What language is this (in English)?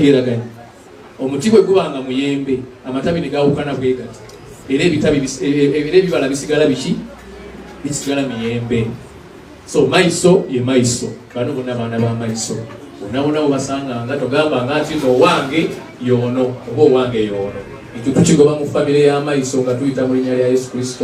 Ganda